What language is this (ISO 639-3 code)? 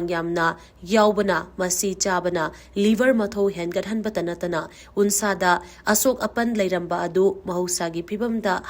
mni